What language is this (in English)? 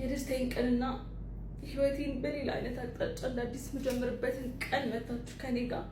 Amharic